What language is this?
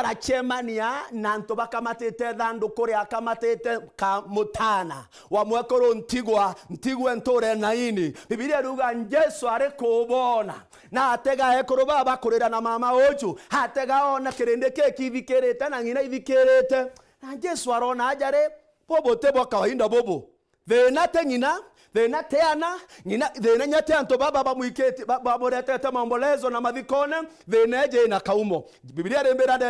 Meru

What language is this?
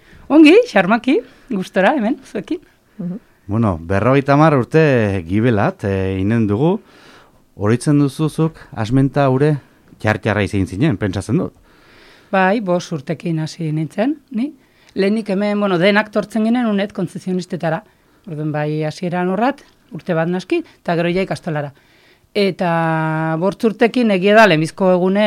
Basque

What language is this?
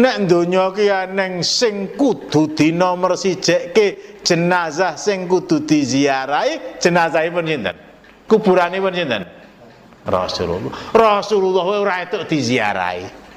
Javanese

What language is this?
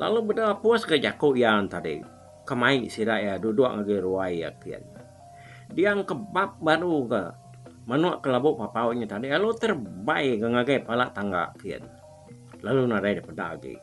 Iban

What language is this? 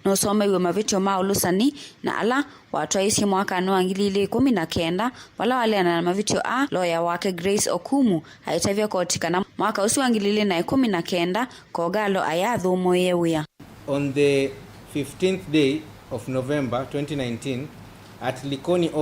Kamba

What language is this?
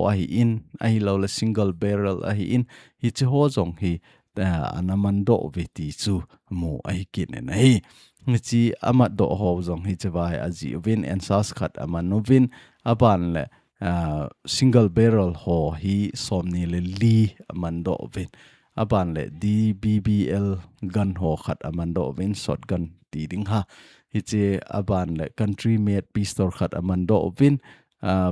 Thado Chin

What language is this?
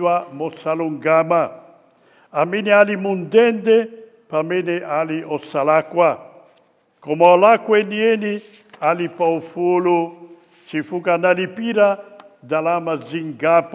Nyanja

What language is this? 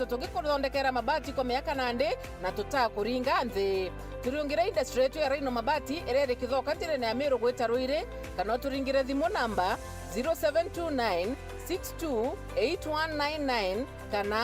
Meru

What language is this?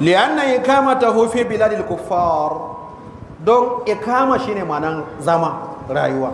Hausa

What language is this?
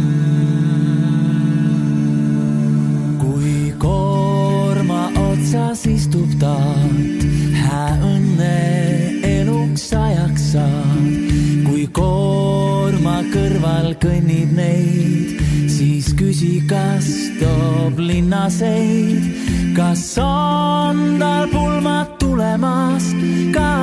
Estonian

